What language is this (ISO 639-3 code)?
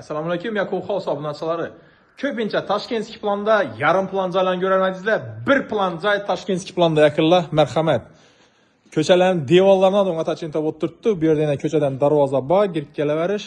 uzb